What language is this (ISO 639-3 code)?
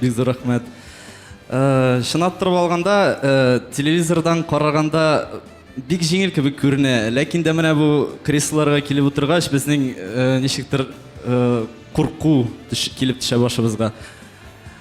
tat